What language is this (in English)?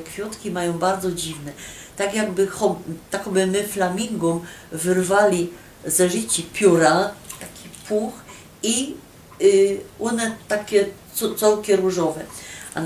Silesian